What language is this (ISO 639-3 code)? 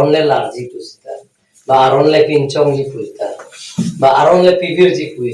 mjw